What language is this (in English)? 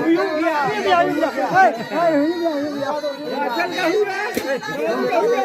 Santali